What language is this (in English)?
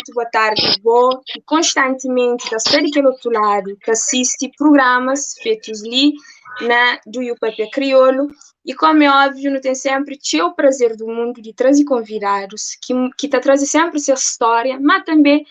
Kabuverdianu